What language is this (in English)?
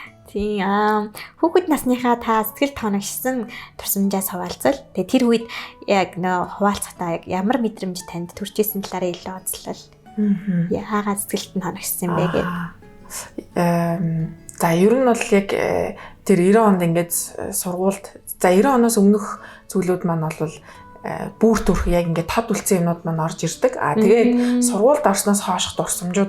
Mongolian